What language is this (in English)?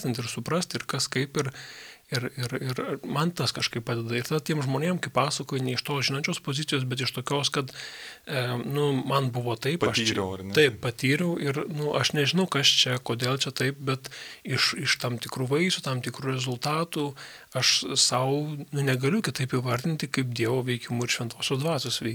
Lithuanian